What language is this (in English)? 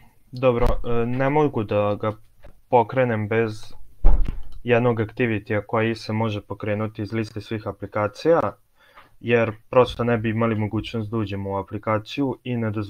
Serbian